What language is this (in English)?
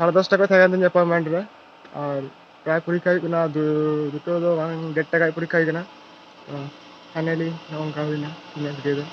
Santali